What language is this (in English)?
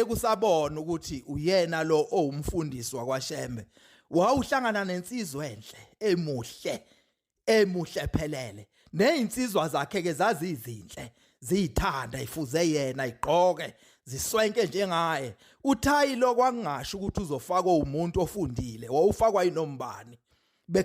Zulu